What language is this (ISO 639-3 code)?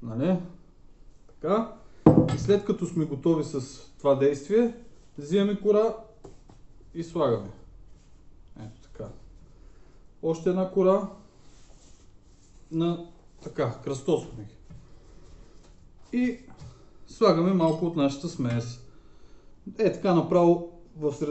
bul